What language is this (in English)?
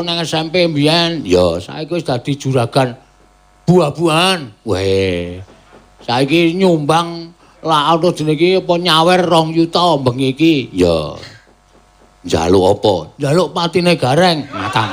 Javanese